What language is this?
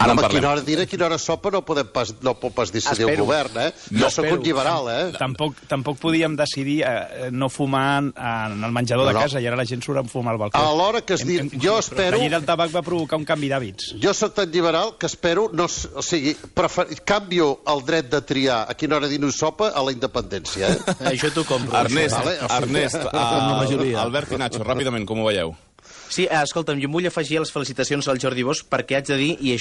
Catalan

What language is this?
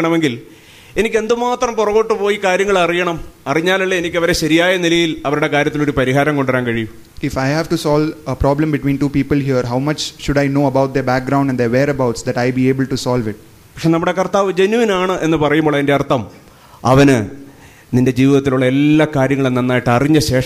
Malayalam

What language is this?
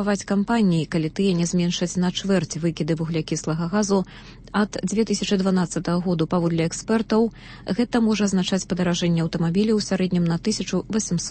Belarusian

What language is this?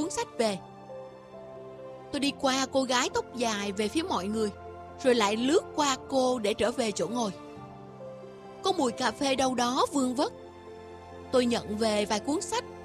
Vietnamese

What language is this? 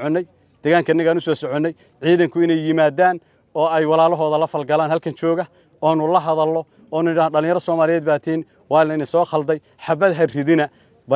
Somali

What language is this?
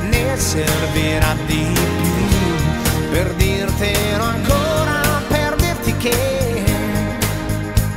Italian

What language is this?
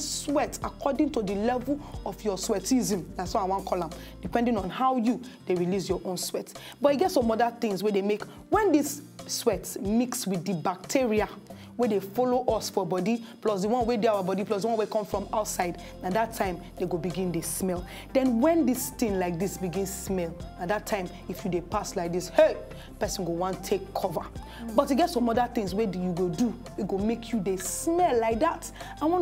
Nigerian Pidgin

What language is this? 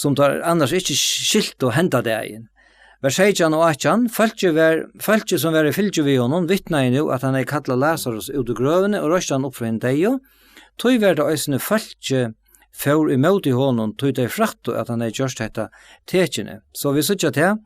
Faroese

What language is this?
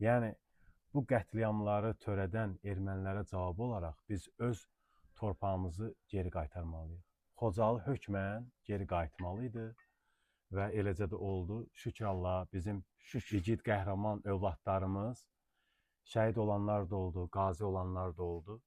Azerbaijani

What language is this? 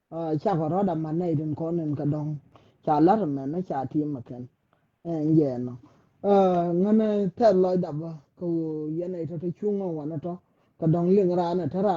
Nuer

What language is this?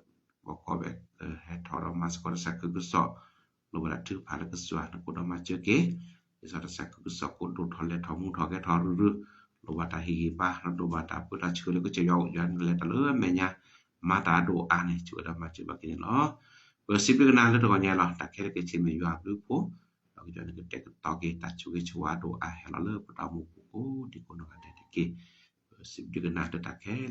S'gaw Karen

